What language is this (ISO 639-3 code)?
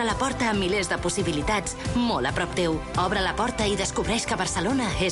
cat